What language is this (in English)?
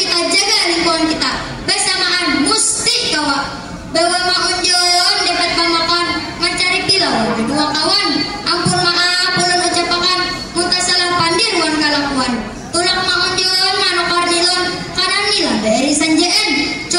Banjar